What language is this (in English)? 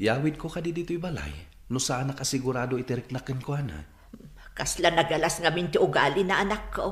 Iloko